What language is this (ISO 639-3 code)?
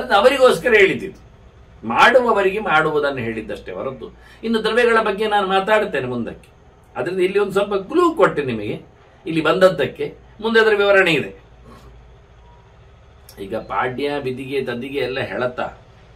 kan